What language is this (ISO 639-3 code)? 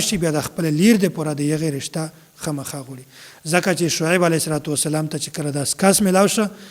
pus